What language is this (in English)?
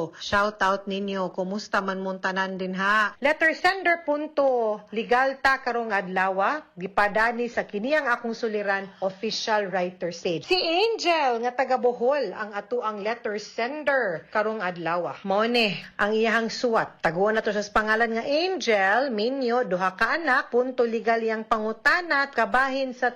Cebuano